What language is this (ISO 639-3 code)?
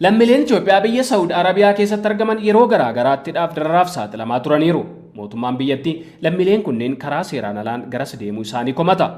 orm